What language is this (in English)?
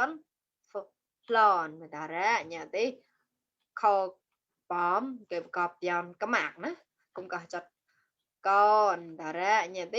Mon